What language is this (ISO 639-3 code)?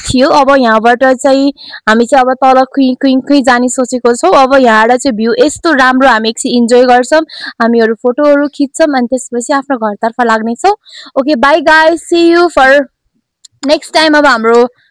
nep